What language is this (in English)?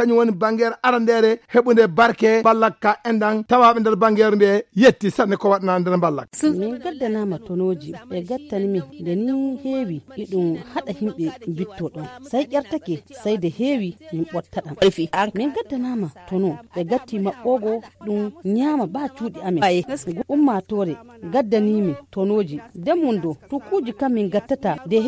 Fula